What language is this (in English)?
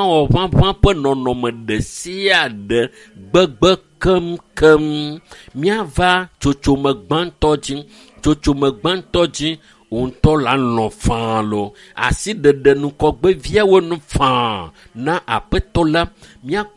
Ewe